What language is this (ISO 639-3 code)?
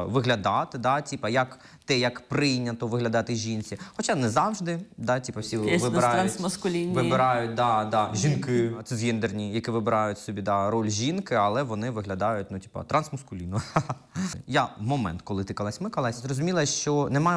ukr